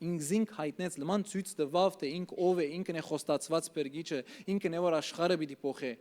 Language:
Western Armenian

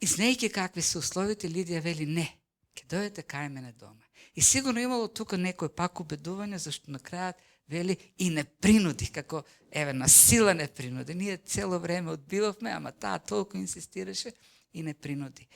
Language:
Macedonian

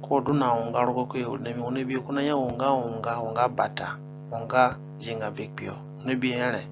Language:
Zande (individual language)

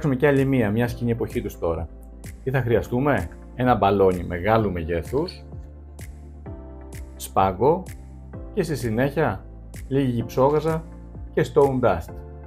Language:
Greek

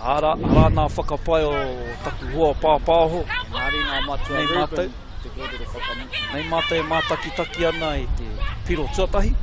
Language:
Māori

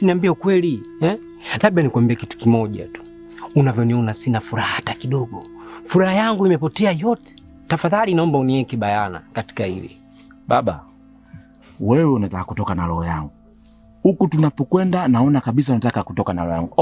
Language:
Swahili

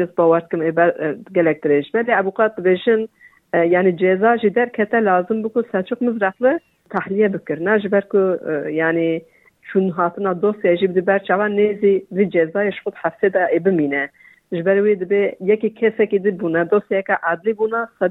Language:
Kurdish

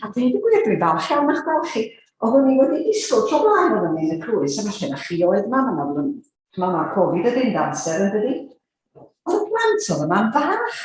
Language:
Welsh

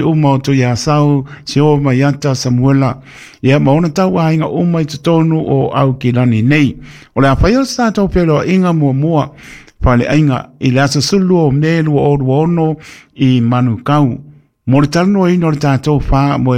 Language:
Samoan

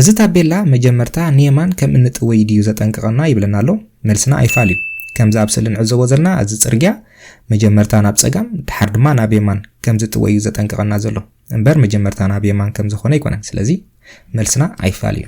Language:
Tigrinya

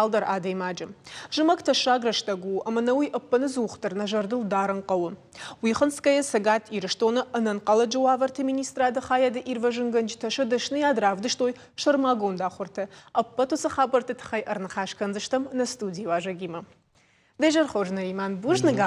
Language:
Ossetic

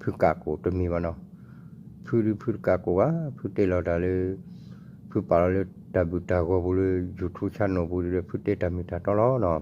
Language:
S'gaw Karen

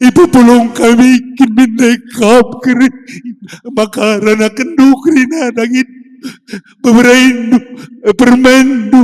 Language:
Batak Karo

